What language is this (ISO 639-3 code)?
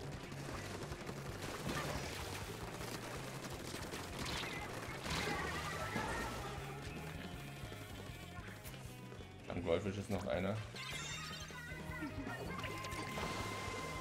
deu